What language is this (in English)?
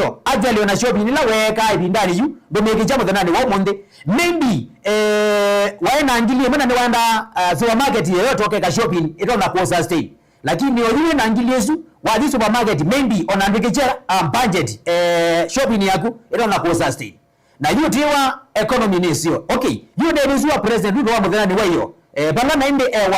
Kamba